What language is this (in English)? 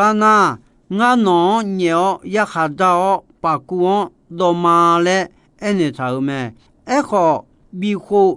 Akha